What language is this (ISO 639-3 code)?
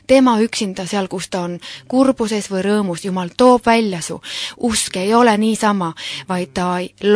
est